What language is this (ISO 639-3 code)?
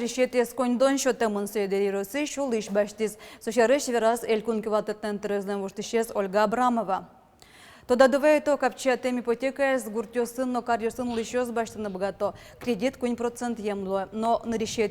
udm